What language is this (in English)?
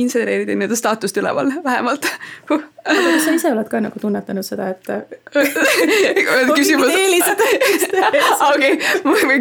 Estonian